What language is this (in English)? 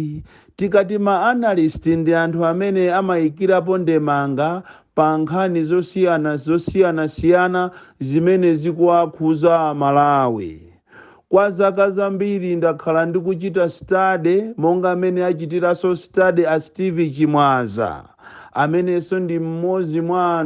Nyanja